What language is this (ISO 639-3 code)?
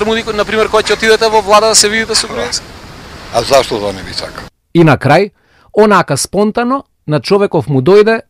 mkd